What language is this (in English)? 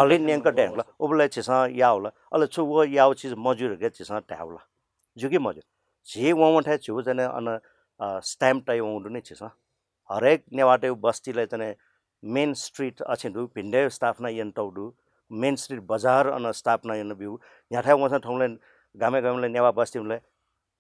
Newari